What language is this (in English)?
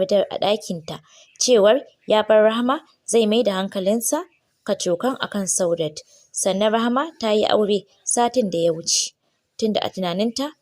Hausa